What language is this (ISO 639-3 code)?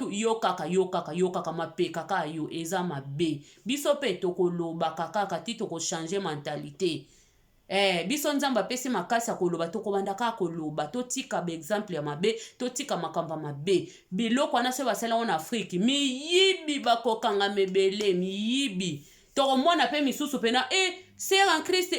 lin